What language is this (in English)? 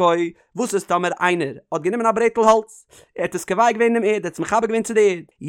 Yiddish